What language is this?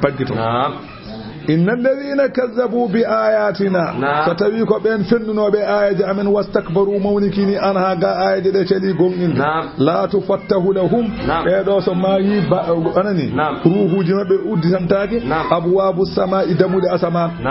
Fula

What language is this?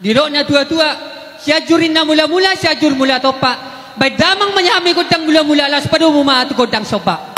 Batak Toba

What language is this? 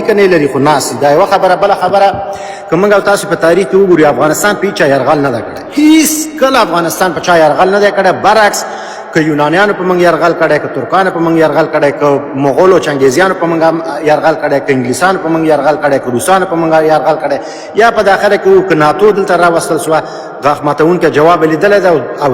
Pashto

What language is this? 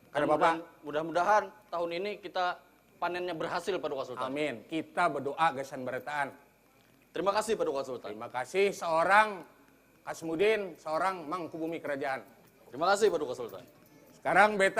Banjar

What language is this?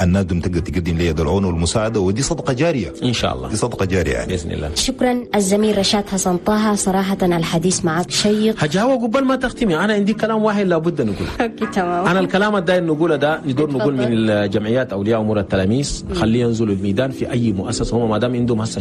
Chadian Arabic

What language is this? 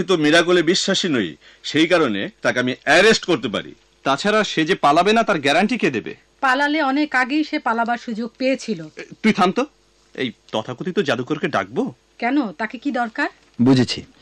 Bangla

